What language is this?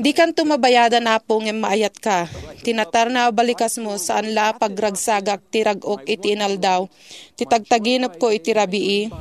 Iloko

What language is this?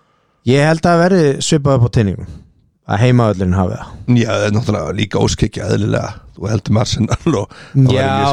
Icelandic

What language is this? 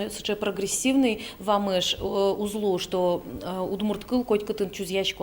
Udmurt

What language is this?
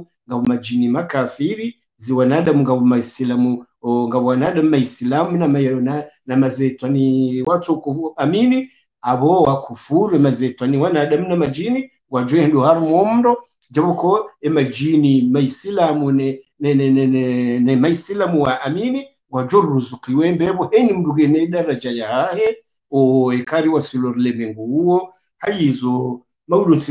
Swahili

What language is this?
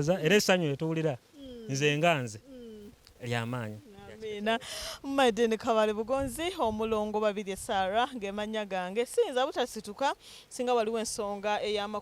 Ganda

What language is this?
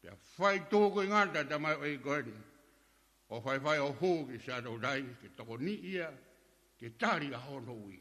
Tongan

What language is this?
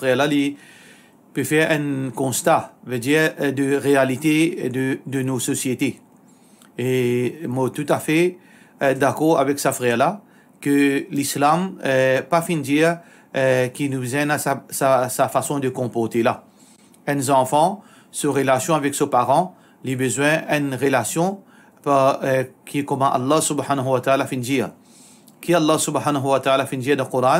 Morisyen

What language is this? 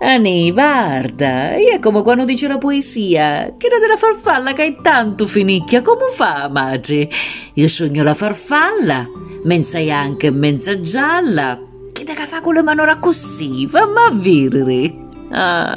Sicilian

